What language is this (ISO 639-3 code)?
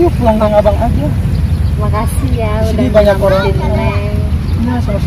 bew